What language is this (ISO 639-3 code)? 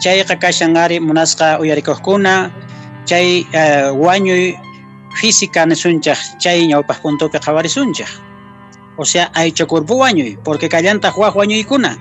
que